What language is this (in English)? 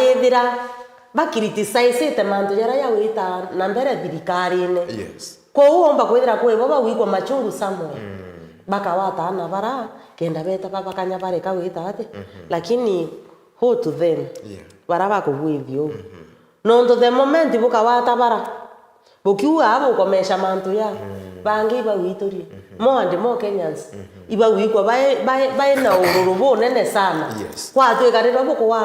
Meru